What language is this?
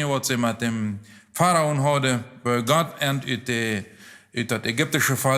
Plautdietsch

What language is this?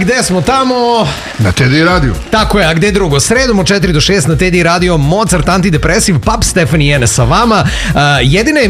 Serbian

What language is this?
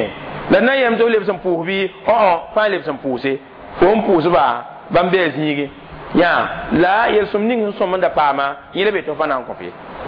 Mossi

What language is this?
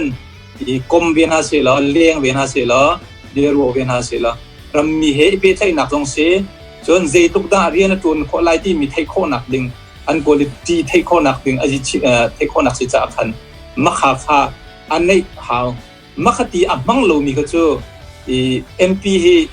Hakha Chin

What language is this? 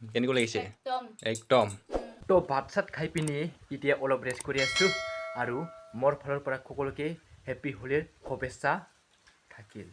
Assamese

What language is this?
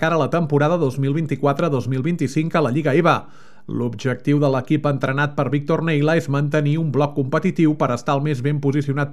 Catalan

